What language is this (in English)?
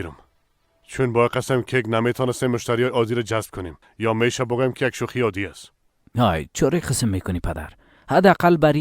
Persian